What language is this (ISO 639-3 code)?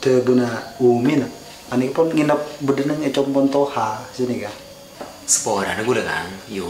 mad